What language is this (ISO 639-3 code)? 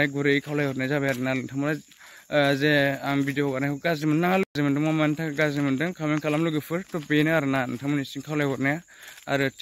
brx